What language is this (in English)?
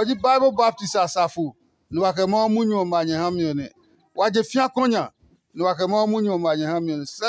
Adangme